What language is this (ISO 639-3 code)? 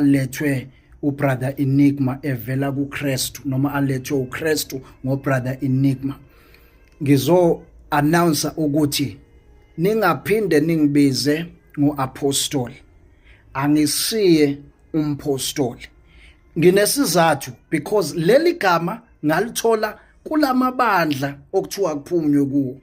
zul